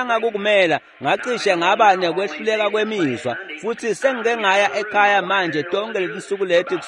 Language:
Swati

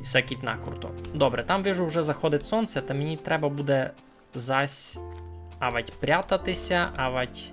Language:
Rusyn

